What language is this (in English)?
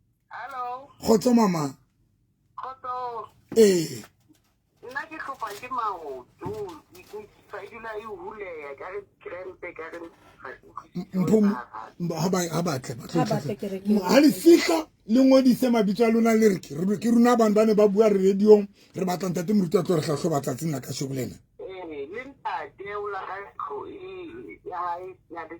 Southern Sotho